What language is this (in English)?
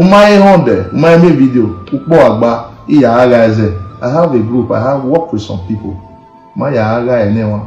Nigerian Pidgin